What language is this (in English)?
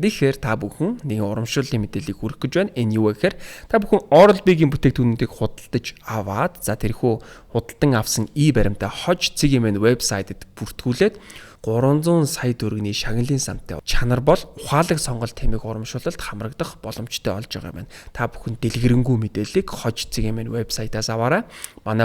Mongolian